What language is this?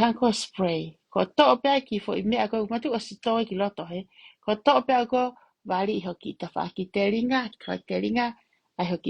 Tongan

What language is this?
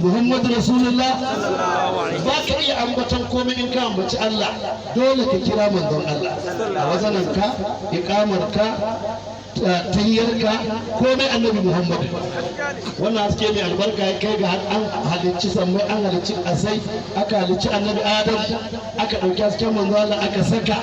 Hausa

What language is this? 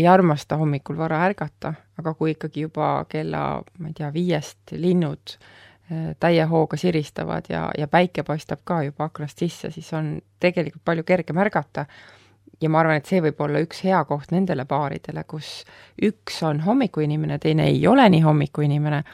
Estonian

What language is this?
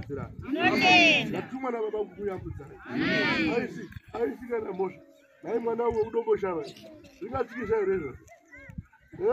Shona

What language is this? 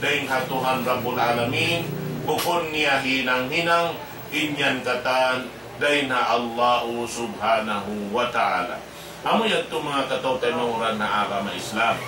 Tausug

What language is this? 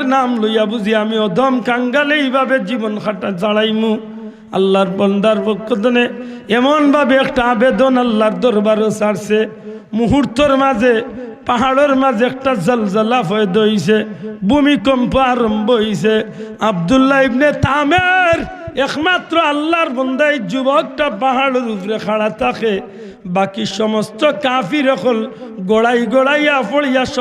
Sylheti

